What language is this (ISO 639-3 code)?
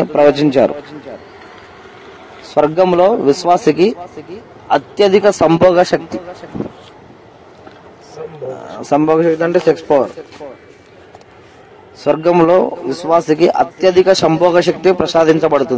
tel